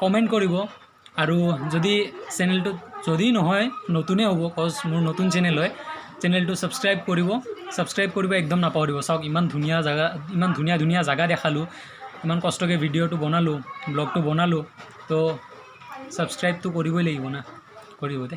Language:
Assamese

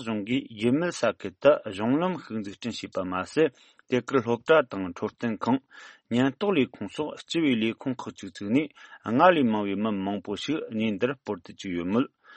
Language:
Tibetan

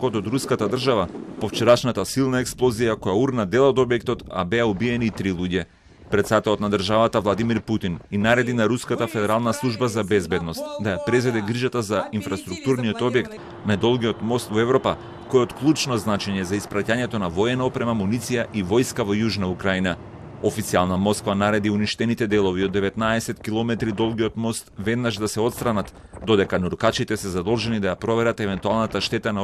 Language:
Macedonian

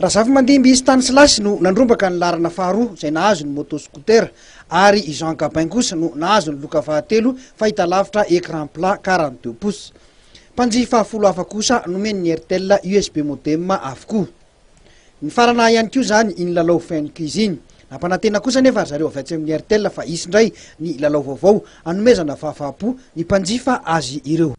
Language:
Malagasy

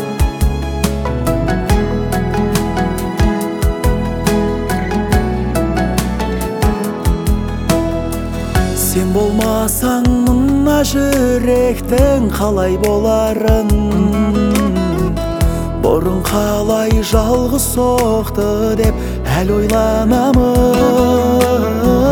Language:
Kazakh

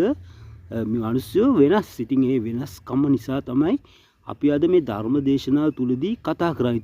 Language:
Sinhala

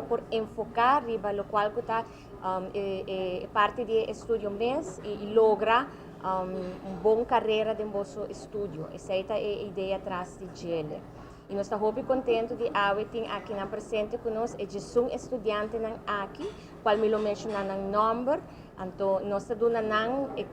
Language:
Papiamento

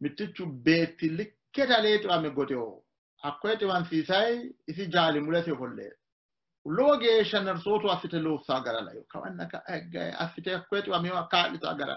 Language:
Sidamo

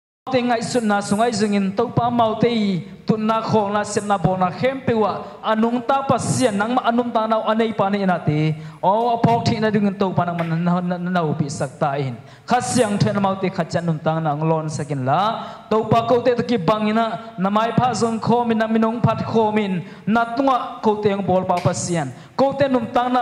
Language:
Tedim Chin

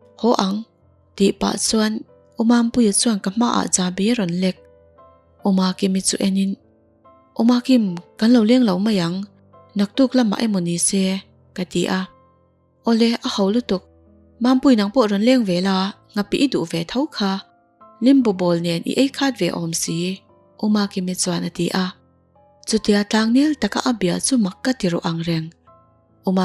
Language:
Mizo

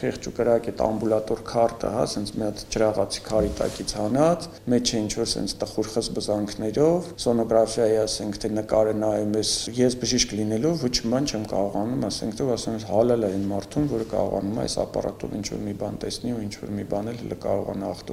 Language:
Armenian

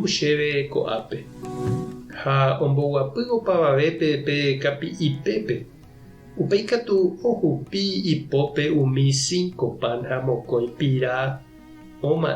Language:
Guarani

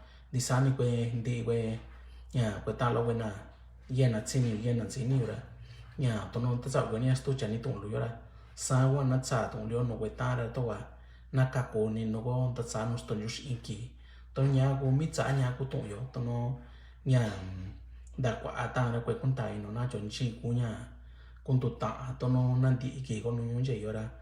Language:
Mixtepec Mixtec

